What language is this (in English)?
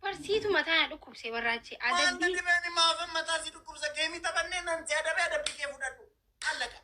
Oromo